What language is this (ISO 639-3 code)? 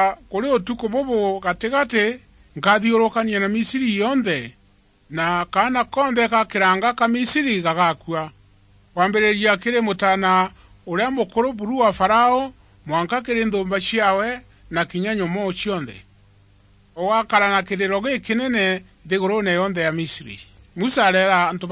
mer